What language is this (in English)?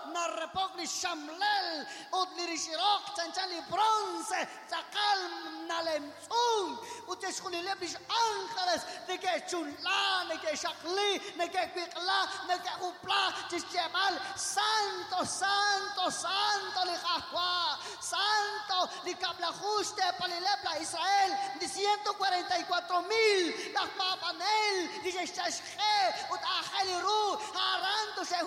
Kekchí